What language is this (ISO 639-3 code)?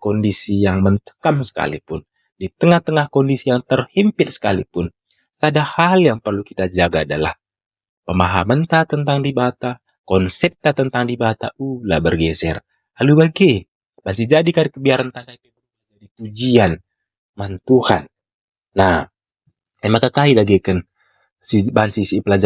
btx